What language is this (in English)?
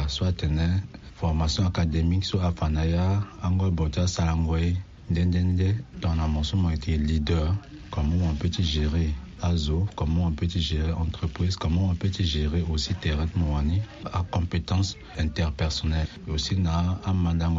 Sango